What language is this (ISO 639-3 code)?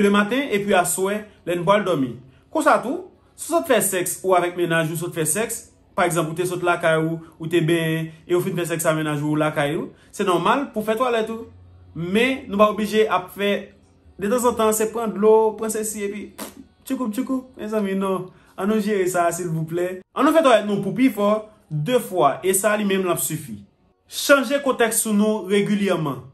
hat